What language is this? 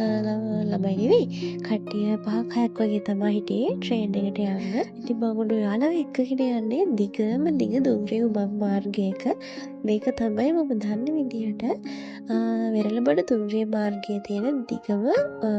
Sinhala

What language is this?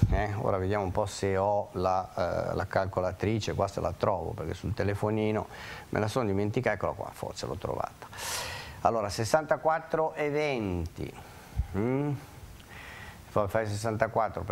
Italian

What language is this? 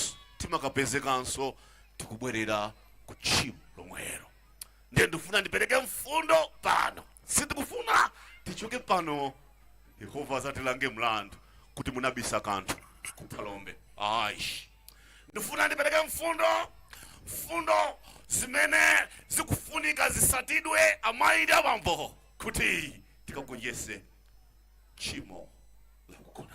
Nyanja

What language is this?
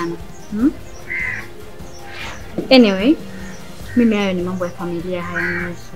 Swahili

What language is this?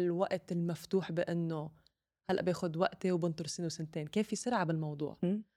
North Levantine Arabic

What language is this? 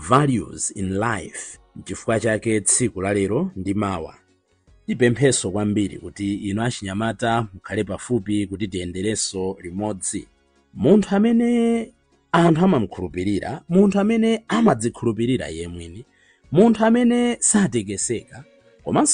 Nyanja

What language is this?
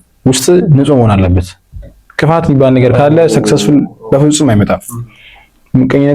Amharic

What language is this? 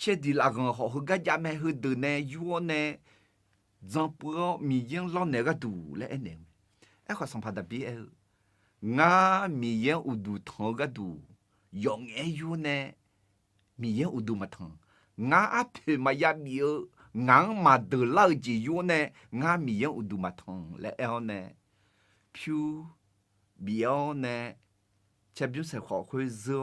Akha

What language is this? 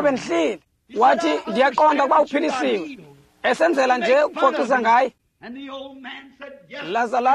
Xhosa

